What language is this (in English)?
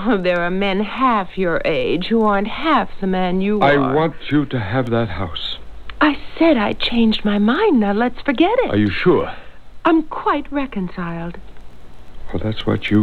English